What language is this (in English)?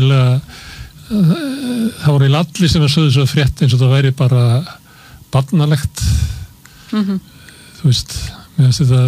Icelandic